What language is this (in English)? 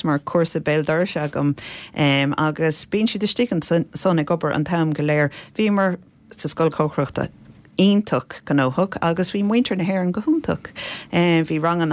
Irish